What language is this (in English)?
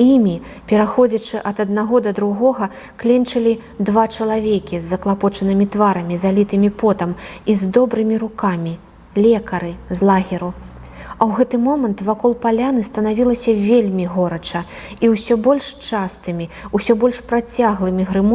Belarusian